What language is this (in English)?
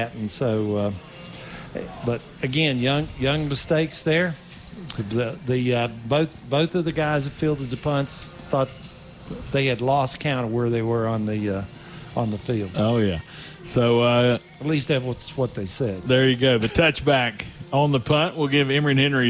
English